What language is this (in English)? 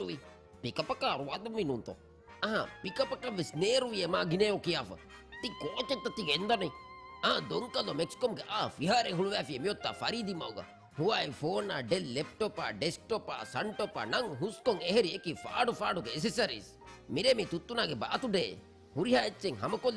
Divehi